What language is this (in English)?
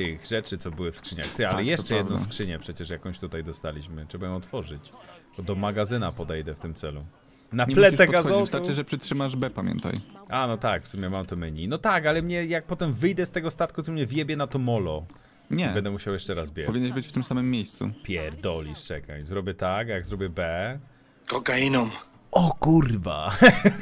Polish